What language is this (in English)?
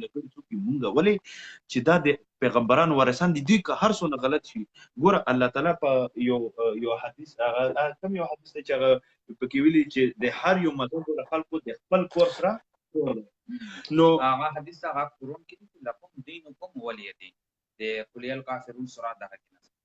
Pashto